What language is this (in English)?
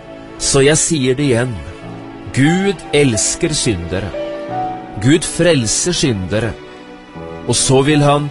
Norwegian